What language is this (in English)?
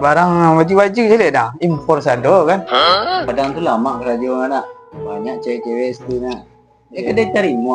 Minangkabau